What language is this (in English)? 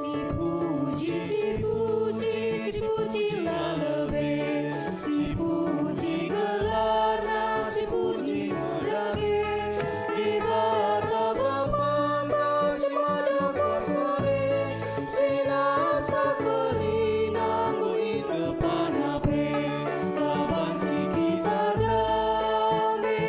Batak Karo